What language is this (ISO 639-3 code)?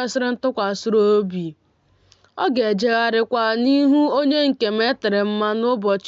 ibo